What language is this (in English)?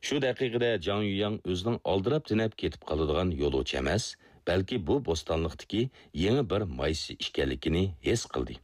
Uyghur